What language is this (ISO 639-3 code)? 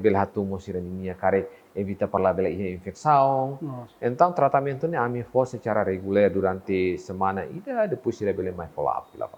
tet